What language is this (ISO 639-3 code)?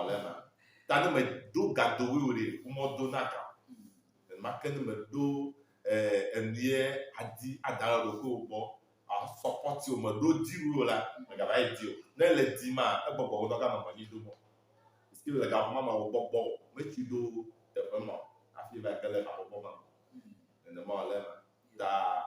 ewe